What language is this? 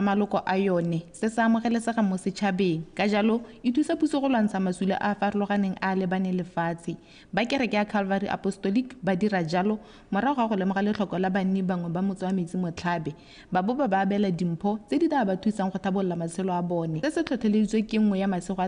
Tswana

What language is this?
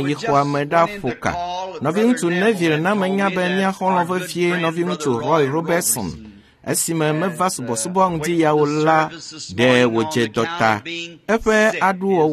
Ewe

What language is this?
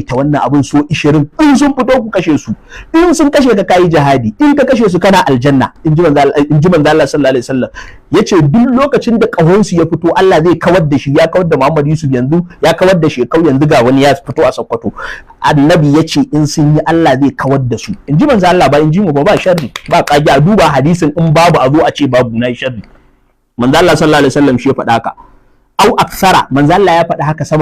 Hausa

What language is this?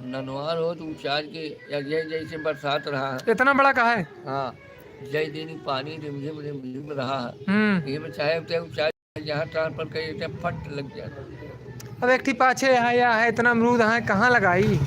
Awadhi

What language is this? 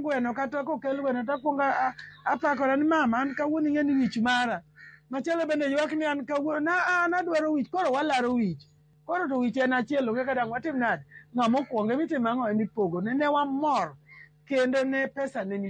Luo (Kenya and Tanzania)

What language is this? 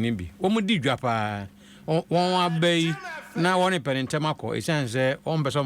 Akan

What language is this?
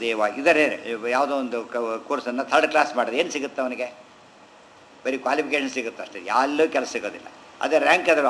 Kannada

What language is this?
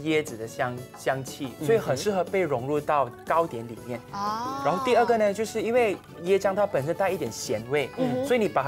Chinese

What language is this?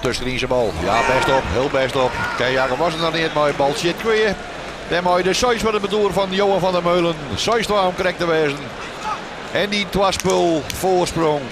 Western Frisian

